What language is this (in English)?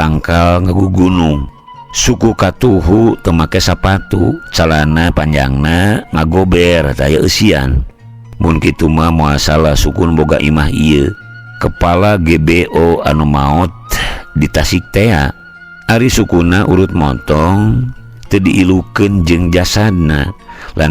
Sundanese